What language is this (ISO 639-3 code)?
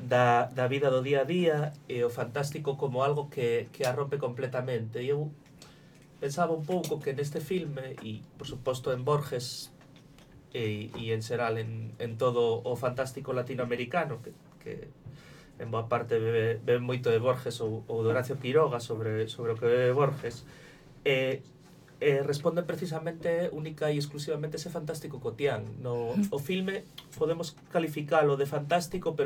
glg